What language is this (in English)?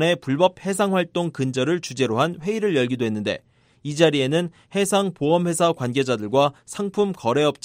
Korean